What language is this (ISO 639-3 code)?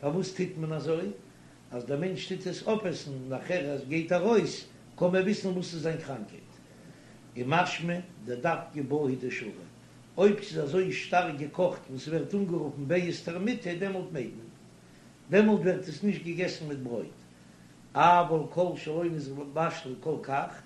yid